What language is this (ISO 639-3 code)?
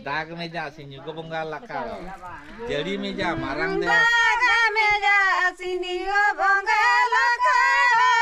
sat